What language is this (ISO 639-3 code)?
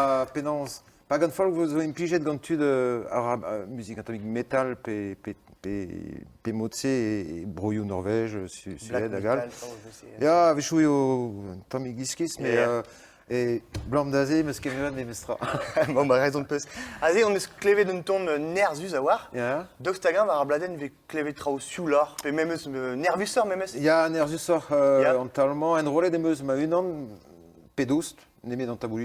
bre